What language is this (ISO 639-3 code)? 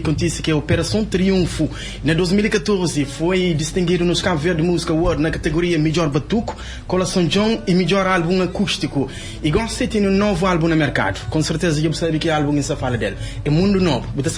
kea